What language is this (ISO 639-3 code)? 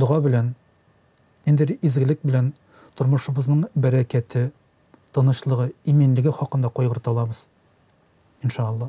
tat